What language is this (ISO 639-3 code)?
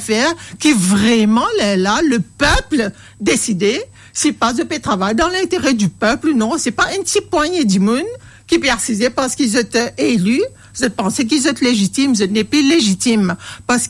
mfe